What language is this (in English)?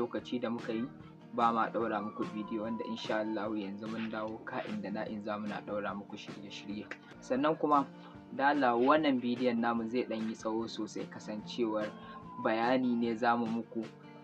Hausa